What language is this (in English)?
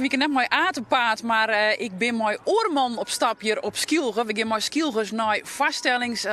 Western Frisian